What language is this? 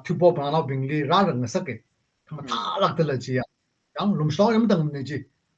Tangkhul Naga (India)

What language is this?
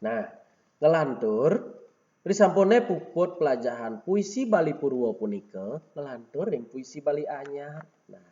Balinese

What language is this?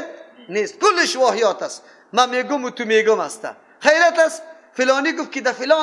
Persian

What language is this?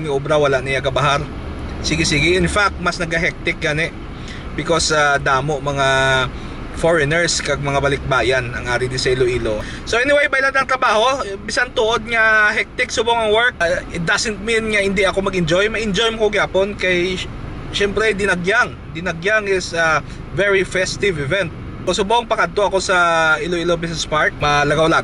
Hiligaynon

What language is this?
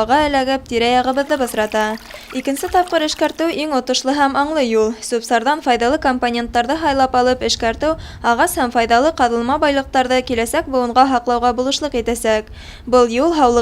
Bashkir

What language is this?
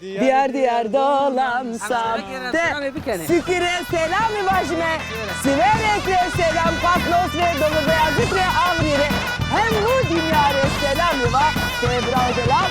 Zaza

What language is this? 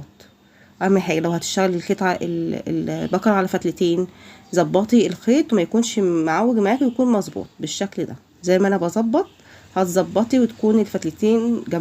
Egyptian Arabic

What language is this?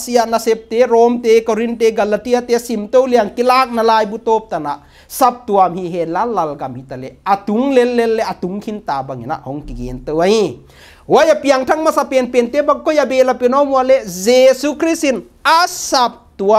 Paite Chin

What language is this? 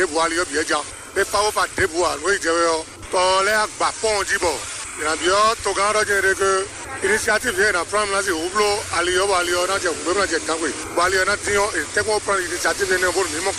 Fon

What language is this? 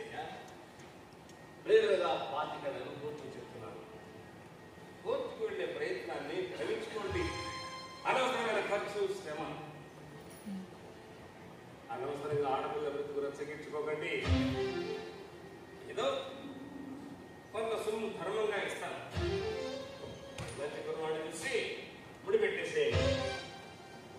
Telugu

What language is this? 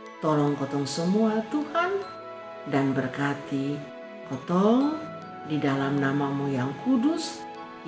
Kupang Malay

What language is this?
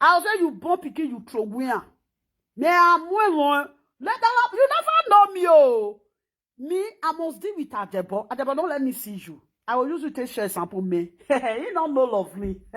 Nigerian Pidgin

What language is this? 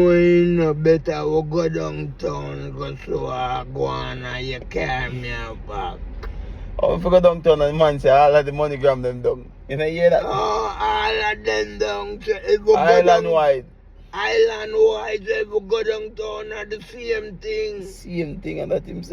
Jamaican Creole English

